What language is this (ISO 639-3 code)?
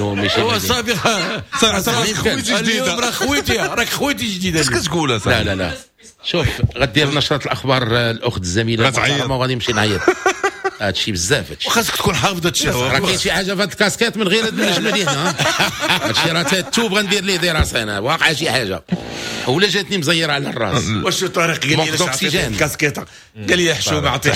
ary